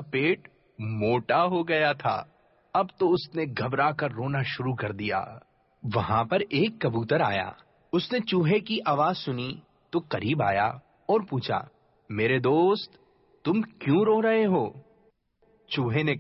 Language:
Urdu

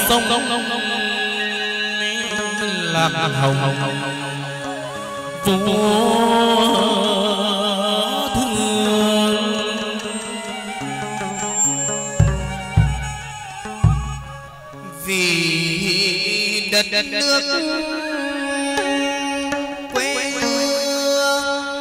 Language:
Vietnamese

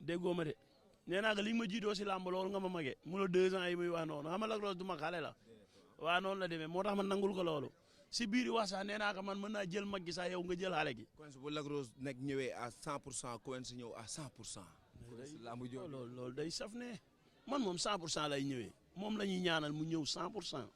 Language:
Wolof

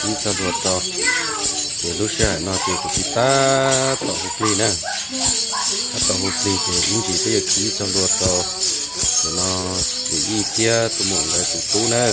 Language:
Hmong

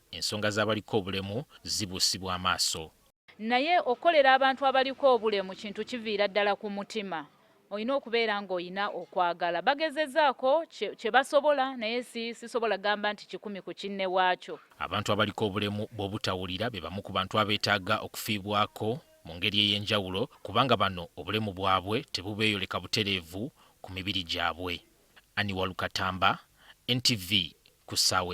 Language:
Ganda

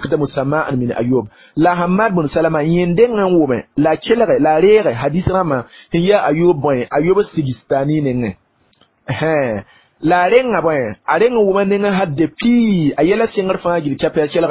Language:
Mossi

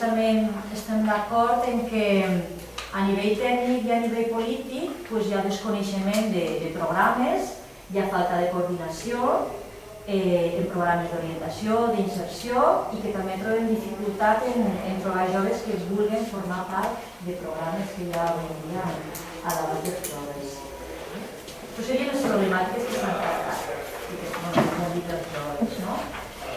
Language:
Catalan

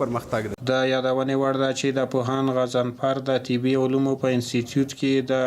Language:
Pashto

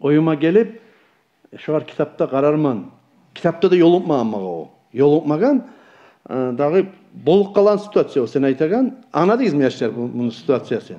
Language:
Kumyk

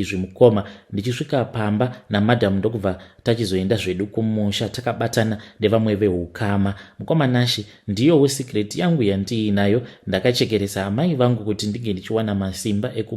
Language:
Shona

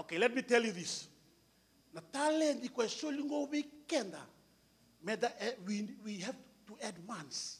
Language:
Fijian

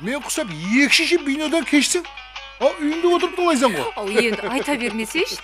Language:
Kara-Kalpak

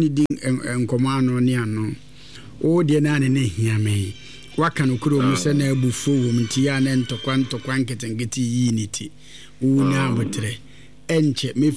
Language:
Akan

